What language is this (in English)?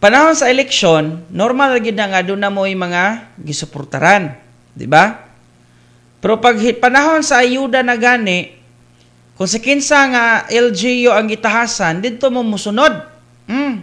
Cebuano